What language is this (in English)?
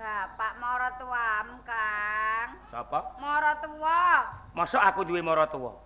Javanese